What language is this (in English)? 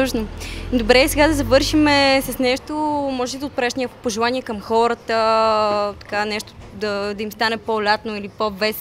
Bulgarian